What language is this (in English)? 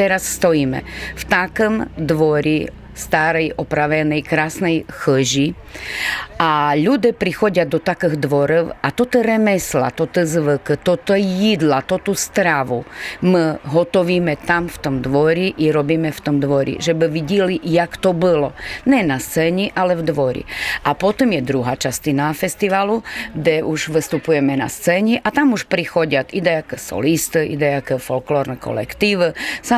Rusyn